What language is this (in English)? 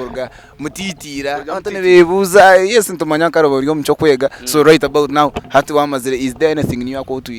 Nyankole